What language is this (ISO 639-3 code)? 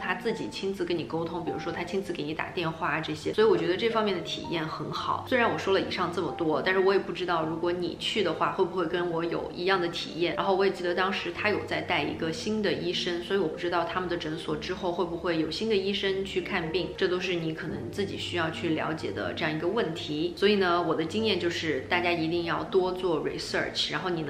zho